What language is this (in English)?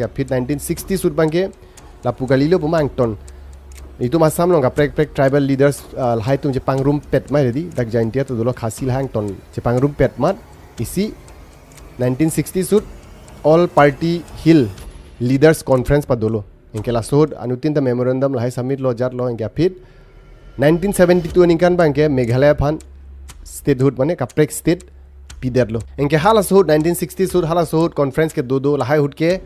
Karbi